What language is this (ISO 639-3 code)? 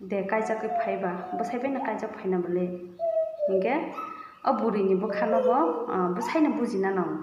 trp